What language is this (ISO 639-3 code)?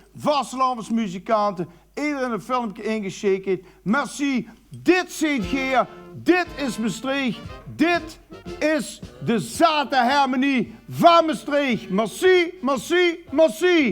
lim